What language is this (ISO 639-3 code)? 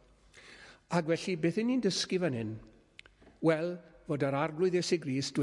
cym